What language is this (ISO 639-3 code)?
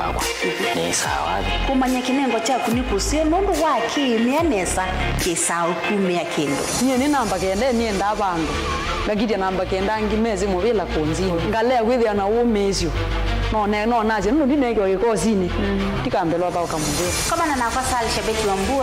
kam